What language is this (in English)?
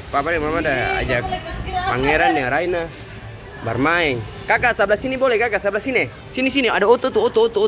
Ambonese Malay